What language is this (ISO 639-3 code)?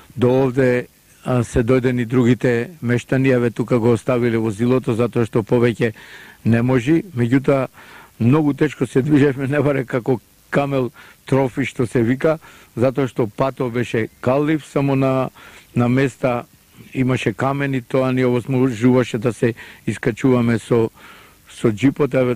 mkd